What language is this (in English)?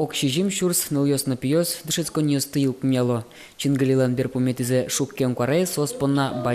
Udmurt